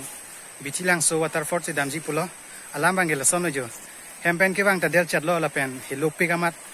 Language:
Karbi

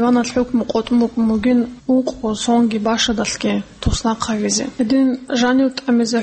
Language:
Avaric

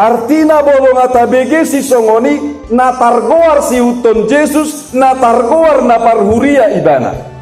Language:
Batak Toba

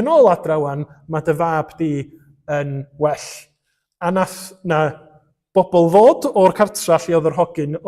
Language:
Welsh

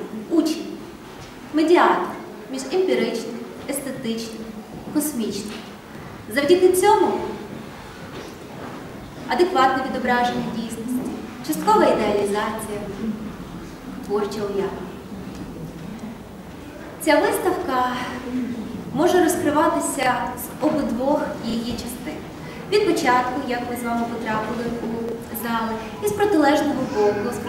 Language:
Ukrainian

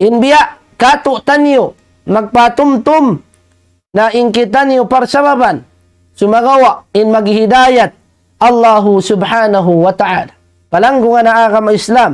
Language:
Tausug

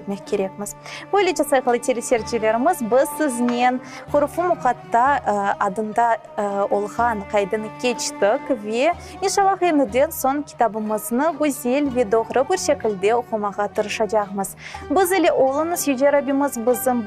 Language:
Crimean Tatar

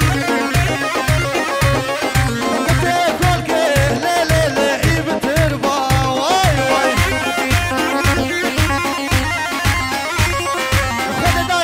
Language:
Arabic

